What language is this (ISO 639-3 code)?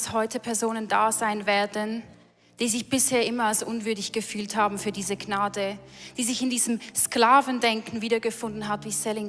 gsw